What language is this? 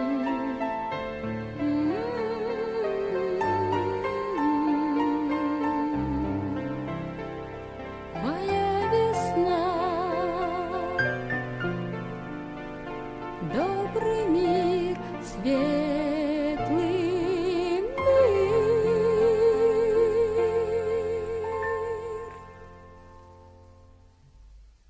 Russian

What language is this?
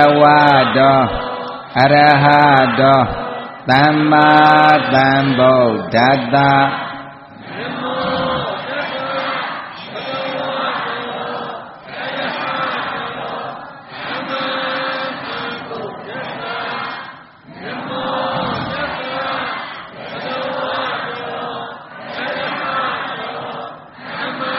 Burmese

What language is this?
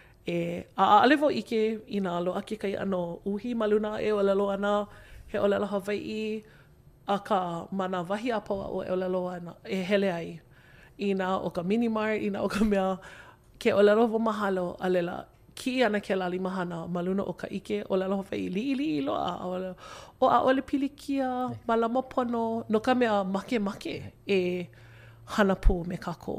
Hawaiian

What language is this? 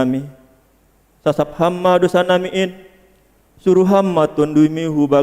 Batak Simalungun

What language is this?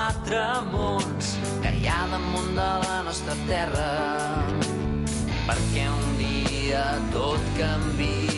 Catalan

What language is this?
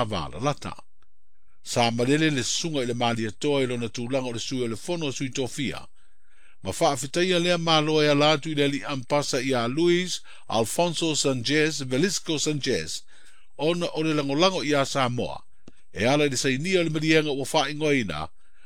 Samoan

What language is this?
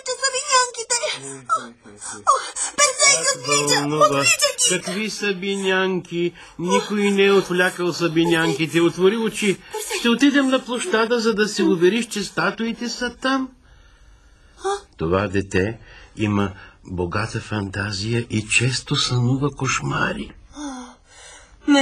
Bulgarian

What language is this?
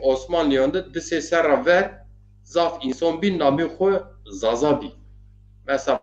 Zaza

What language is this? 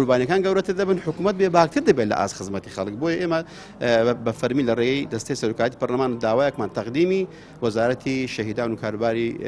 Central Kurdish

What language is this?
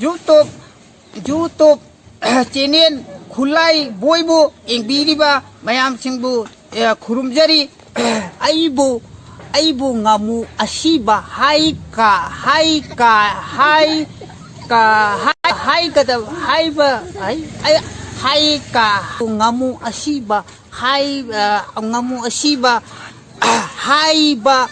Manipuri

